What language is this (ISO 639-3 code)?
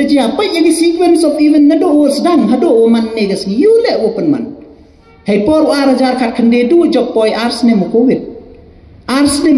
kha